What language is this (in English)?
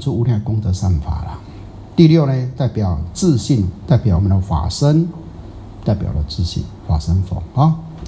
Chinese